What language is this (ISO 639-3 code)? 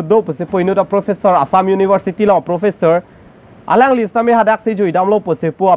mjw